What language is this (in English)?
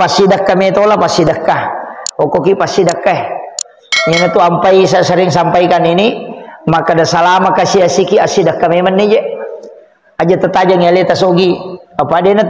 Buginese